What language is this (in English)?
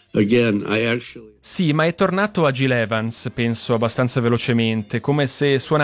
Italian